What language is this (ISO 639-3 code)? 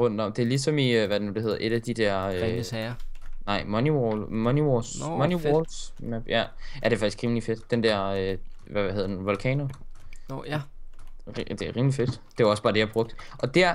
dan